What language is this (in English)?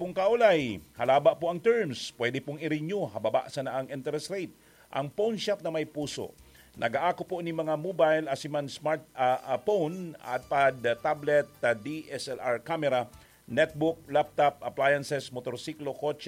Bikol